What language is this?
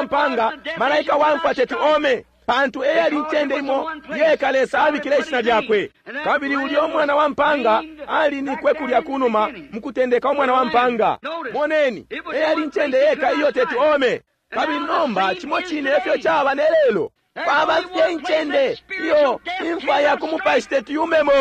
Bemba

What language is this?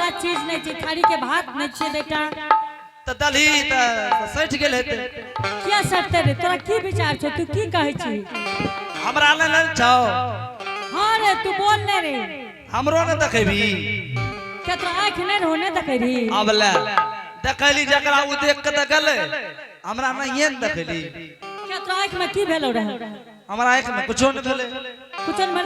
Angika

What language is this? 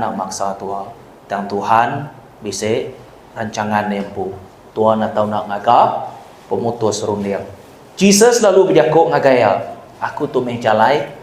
Iban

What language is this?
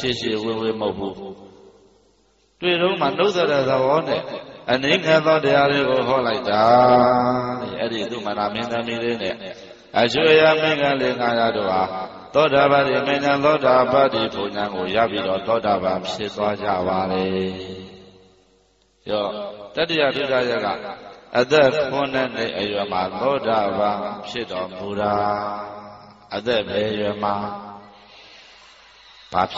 Burmese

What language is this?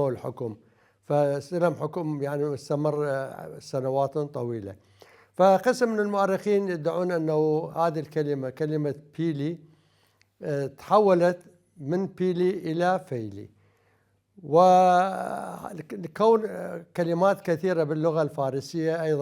Mesopotamian Arabic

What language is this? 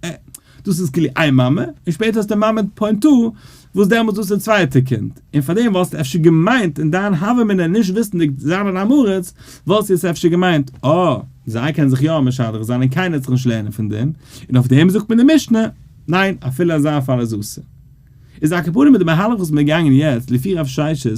Yiddish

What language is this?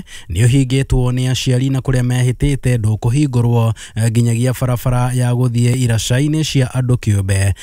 Kikuyu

